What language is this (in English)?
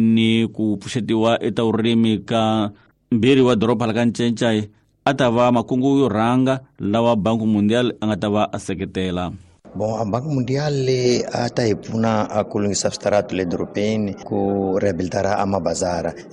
Tsonga